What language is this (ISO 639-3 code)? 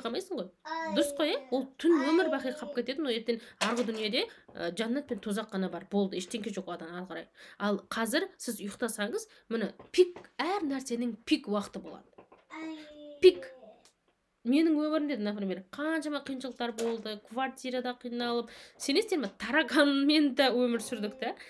kaz